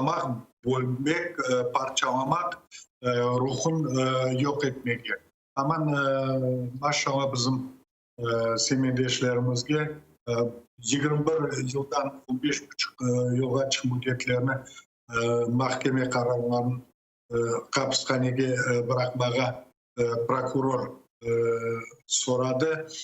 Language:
Crimean Tatar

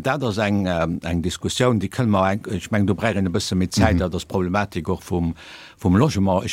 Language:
Luxembourgish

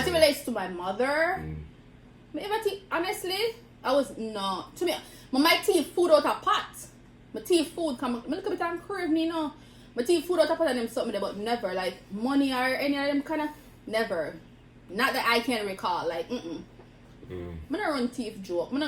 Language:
Jamaican Creole English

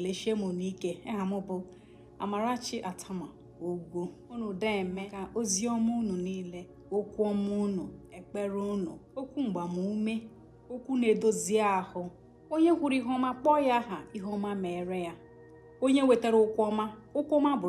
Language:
Igbo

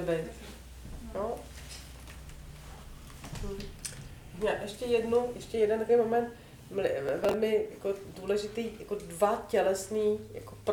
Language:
Czech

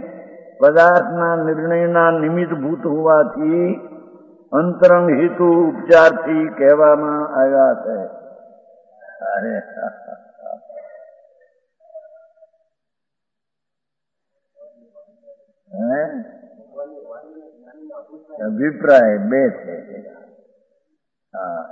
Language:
Gujarati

